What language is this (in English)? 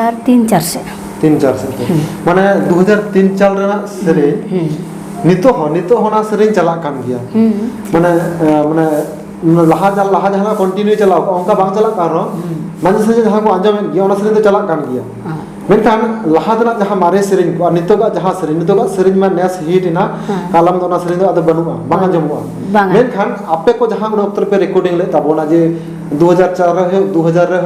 Santali